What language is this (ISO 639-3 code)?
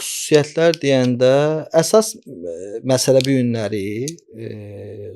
aze